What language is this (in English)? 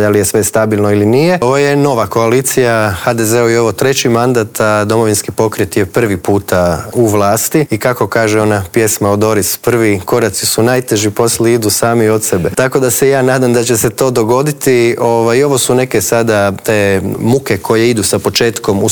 Croatian